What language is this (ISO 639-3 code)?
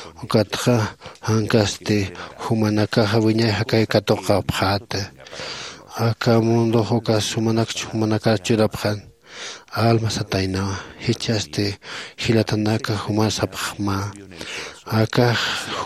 aym